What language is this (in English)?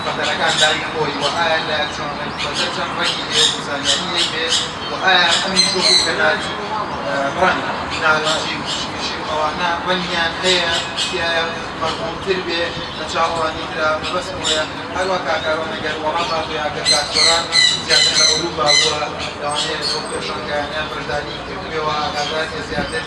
Central Kurdish